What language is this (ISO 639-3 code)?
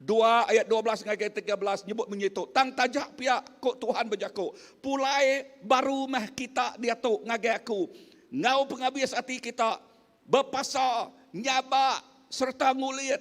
iba